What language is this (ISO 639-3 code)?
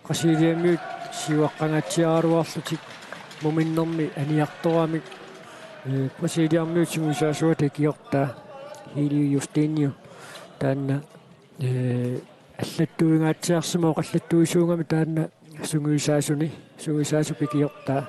kal